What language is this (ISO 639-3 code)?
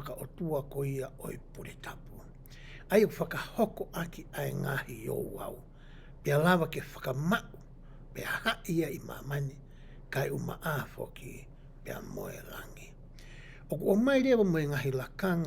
ton